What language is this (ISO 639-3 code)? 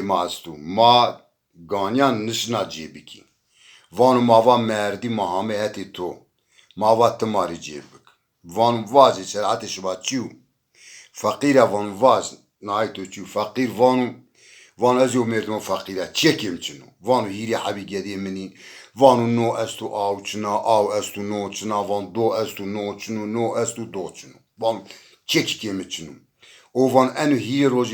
zza